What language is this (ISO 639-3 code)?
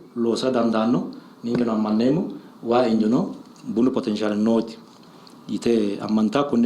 sid